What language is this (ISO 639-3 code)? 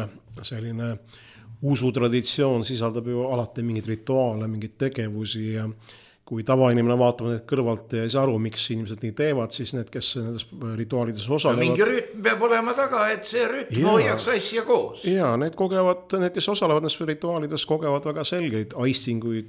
est